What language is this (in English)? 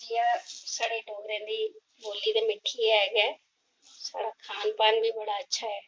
Dogri